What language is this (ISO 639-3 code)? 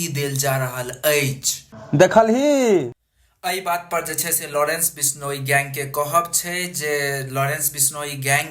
mai